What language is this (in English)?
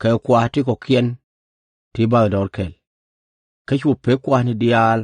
Nuer